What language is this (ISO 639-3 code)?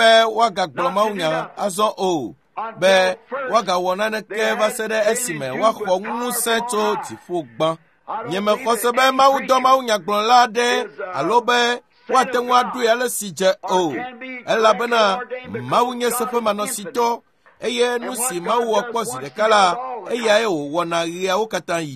ewe